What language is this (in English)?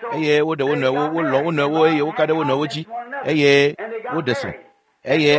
Ewe